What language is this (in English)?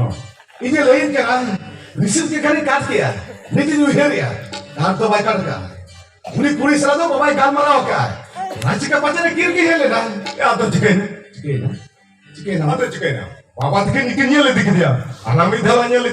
Santali